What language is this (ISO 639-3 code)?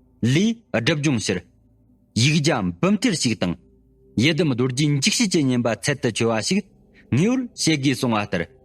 bod